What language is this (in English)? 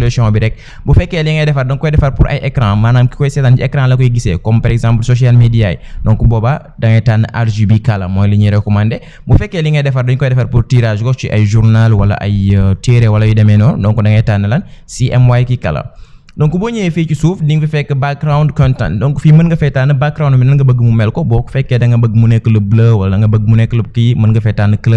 Wolof